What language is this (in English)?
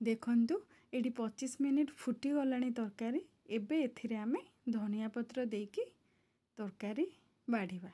Odia